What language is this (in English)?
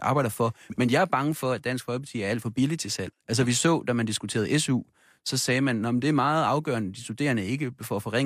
Danish